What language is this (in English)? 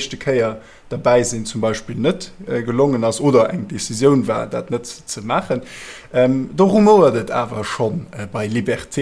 Luxembourgish